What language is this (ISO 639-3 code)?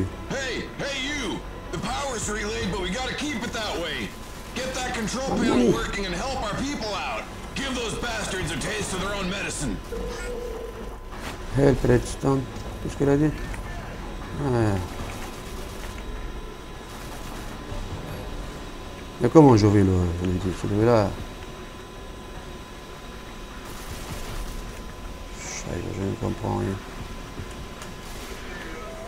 fra